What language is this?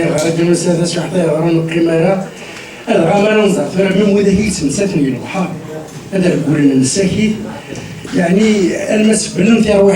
Kabyle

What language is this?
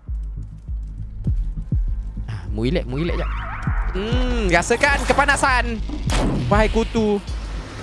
Malay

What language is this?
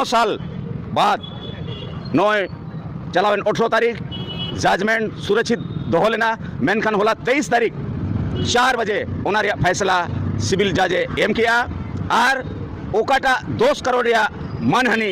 Santali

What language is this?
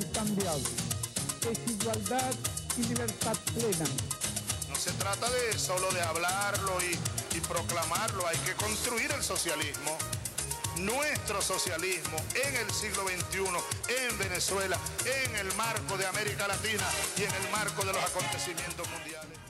Spanish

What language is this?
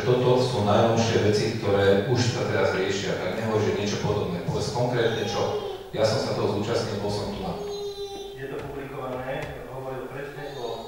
Slovak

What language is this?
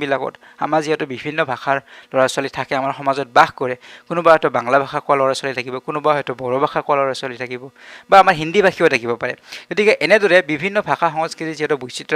Assamese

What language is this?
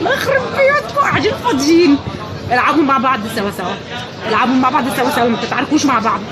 Egyptian Arabic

